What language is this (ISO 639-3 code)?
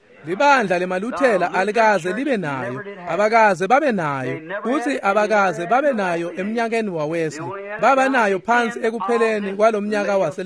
ssw